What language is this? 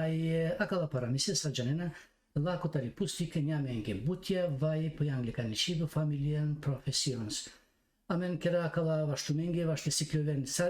Balkan Romani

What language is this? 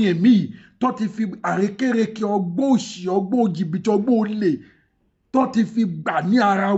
Yoruba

